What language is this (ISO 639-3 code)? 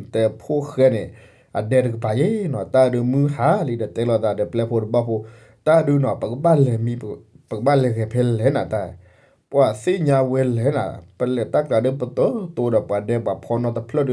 ksw